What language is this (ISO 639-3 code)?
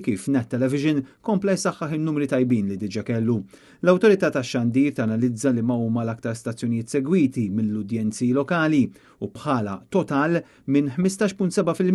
mlt